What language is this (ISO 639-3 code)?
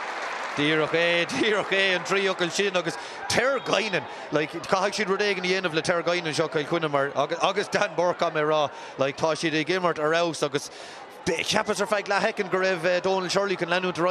gle